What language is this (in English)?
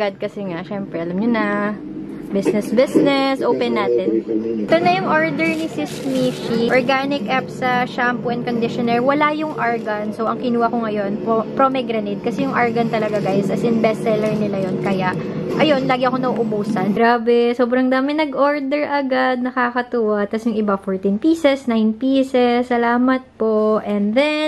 Filipino